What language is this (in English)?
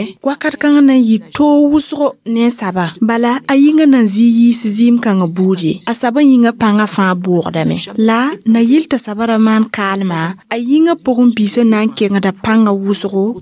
Mossi